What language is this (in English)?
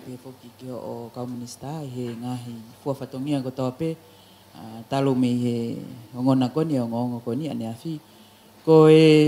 Tongan